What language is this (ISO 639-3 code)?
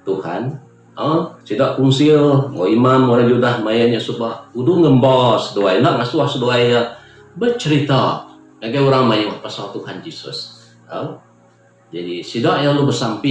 iba